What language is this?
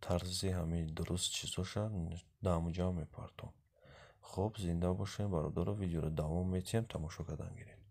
Tajik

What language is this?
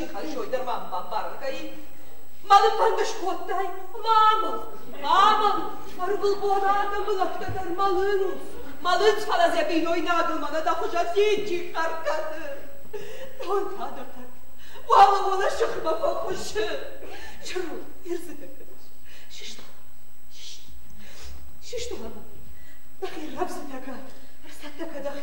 Ossetic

